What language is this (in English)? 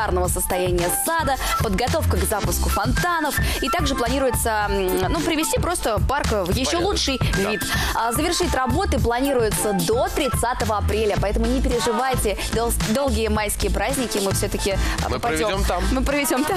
Russian